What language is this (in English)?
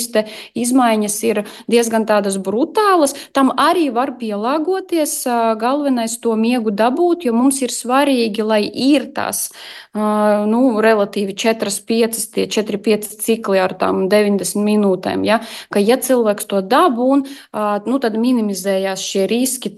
Latvian